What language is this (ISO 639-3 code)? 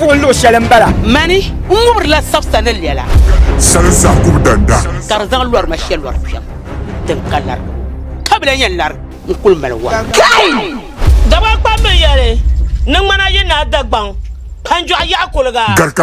dag